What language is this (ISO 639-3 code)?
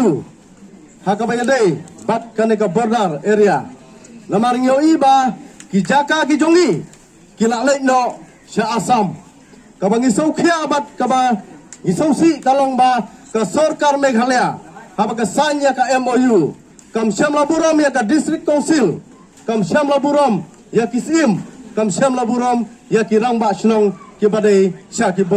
kha